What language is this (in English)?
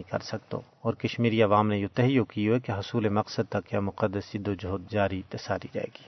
Gujari